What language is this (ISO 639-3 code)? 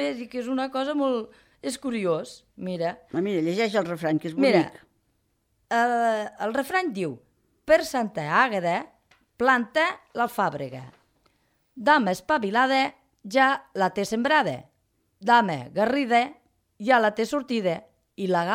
cat